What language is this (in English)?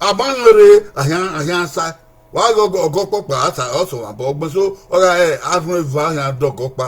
Bini